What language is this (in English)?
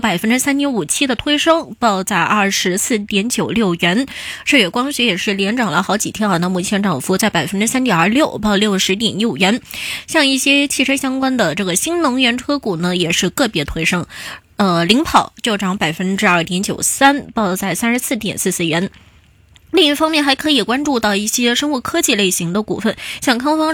Chinese